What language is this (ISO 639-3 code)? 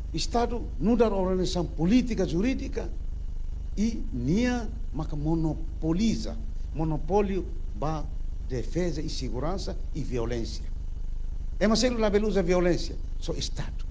tet